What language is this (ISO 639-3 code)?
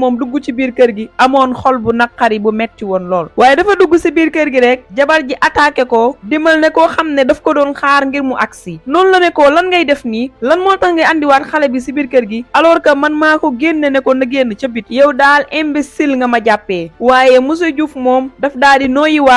wol